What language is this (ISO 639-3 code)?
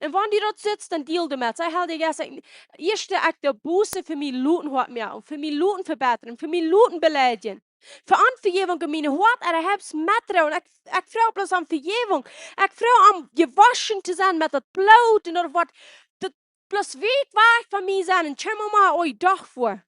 pdt